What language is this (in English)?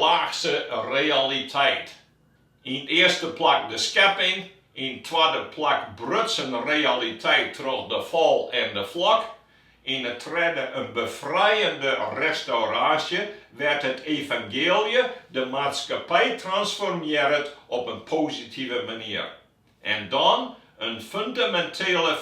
Western Frisian